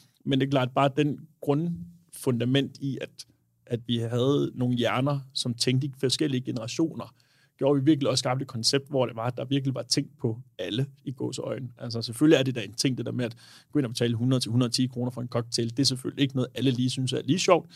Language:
Danish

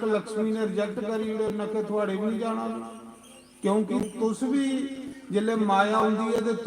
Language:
Dogri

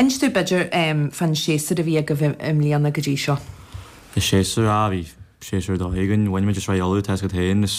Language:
Irish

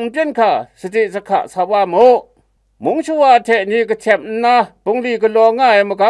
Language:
Kachin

